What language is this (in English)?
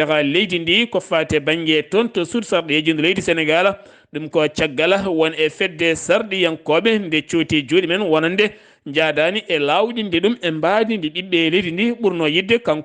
Fula